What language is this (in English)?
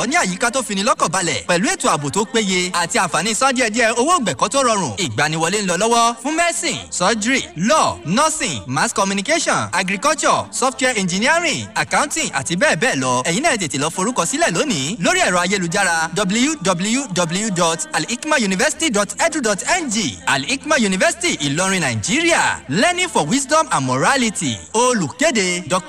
Yoruba